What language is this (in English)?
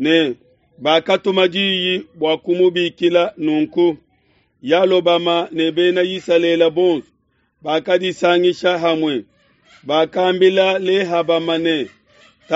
Luba-Lulua